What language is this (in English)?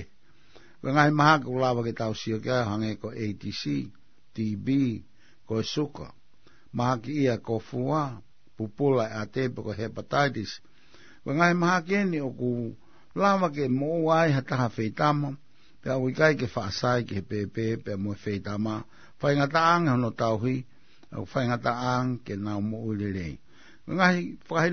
Tongan